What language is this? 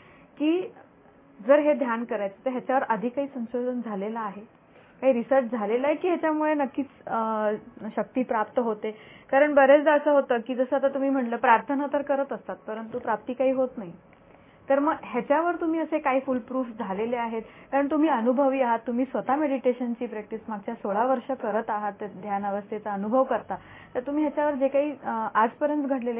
Marathi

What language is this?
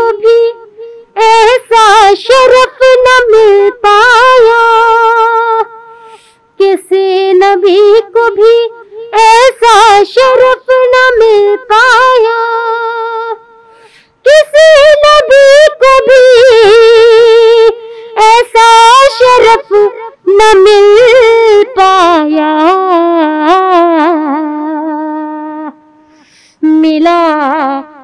Urdu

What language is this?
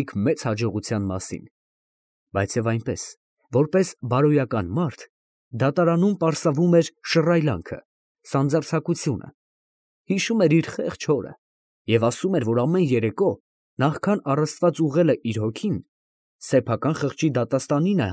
Armenian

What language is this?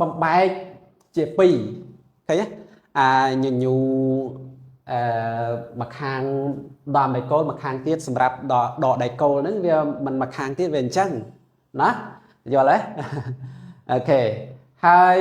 Khmer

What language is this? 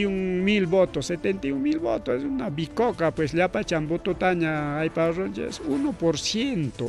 Ayacucho Quechua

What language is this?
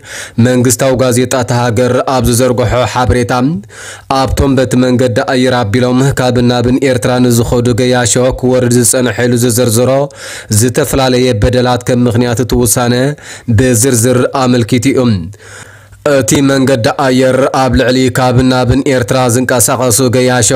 Tigrinya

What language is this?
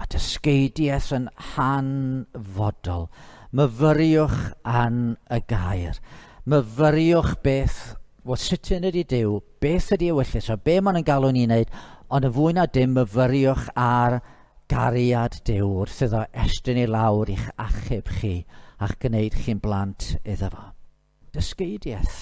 Welsh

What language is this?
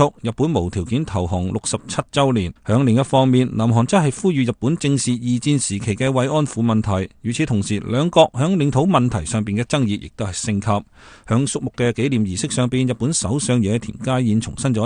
Cantonese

